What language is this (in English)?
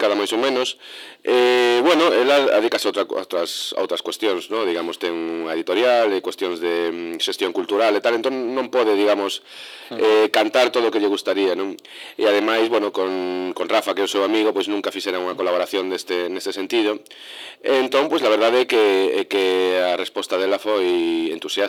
Galician